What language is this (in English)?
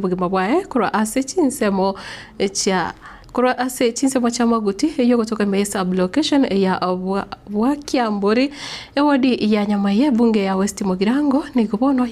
Gusii